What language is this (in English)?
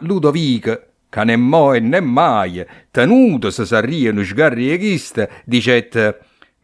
Neapolitan